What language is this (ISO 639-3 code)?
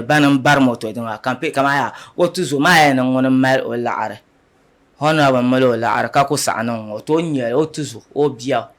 dag